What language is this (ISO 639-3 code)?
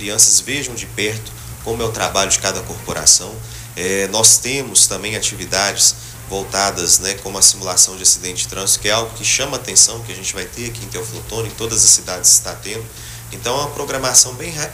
por